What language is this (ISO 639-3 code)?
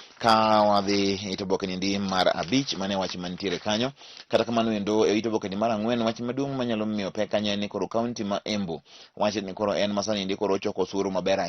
luo